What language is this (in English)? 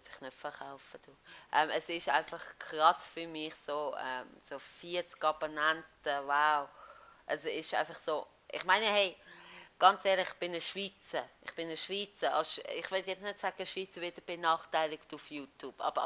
Swiss German